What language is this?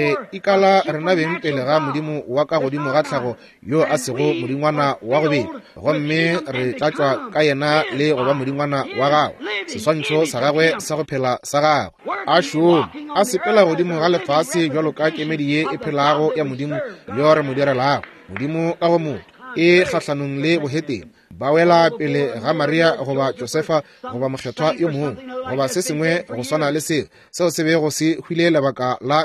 Northern Sotho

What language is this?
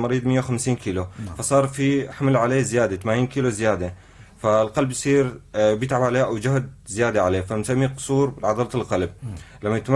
North Levantine Arabic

